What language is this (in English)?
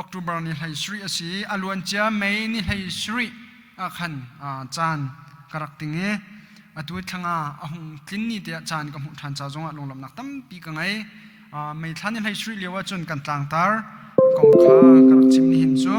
Hakha Chin